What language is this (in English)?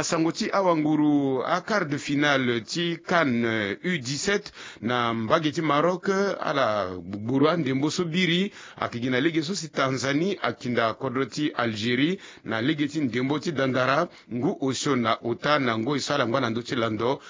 Sango